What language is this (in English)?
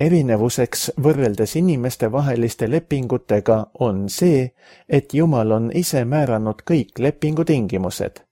Estonian